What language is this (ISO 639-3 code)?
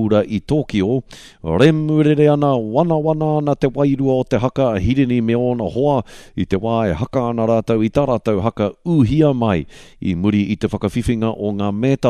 mri